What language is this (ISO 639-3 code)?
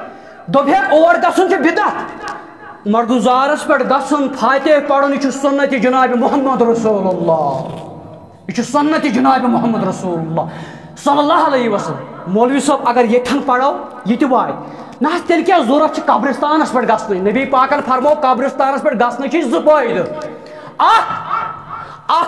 kas